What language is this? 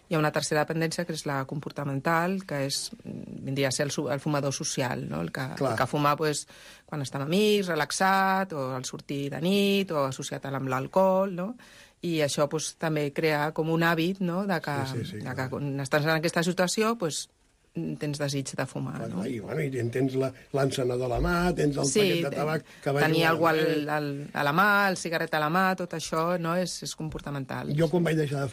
Catalan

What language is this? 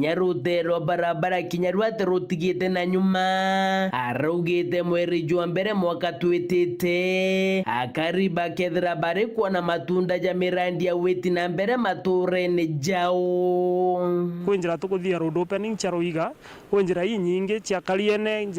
Meru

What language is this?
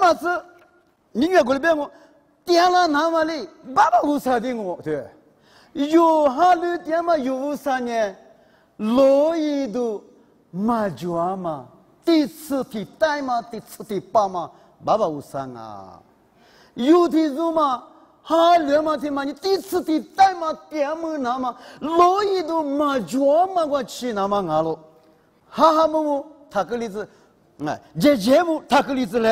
Lisu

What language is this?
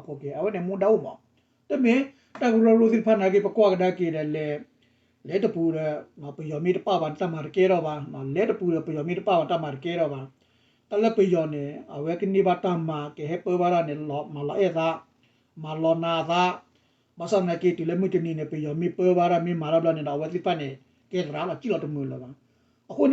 S'gaw Karen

